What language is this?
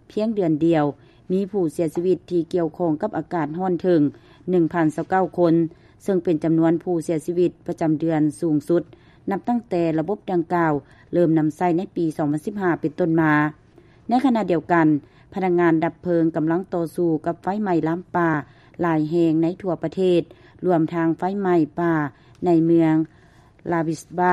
Lao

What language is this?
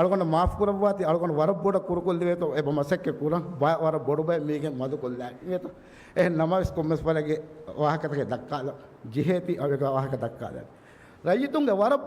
Divehi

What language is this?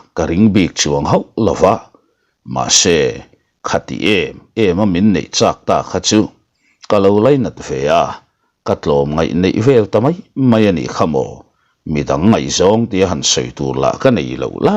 Mizo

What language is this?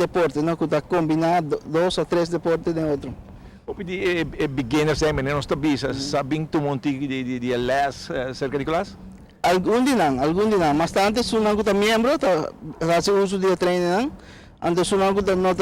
Papiamento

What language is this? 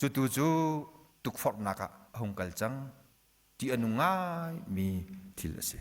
Hakha Chin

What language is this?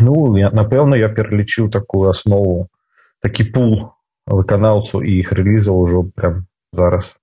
Belarusian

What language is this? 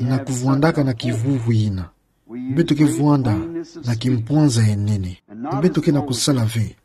Kituba (Democratic Republic of Congo)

